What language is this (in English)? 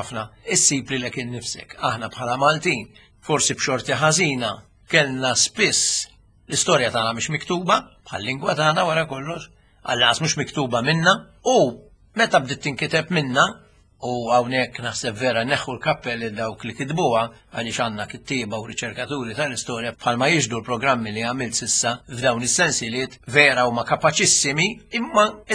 Maltese